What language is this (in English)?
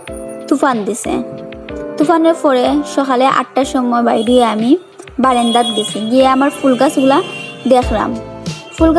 Sylheti